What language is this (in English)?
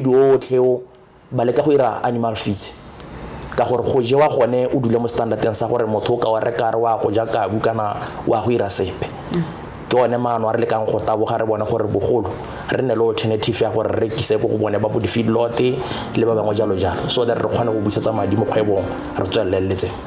Tswana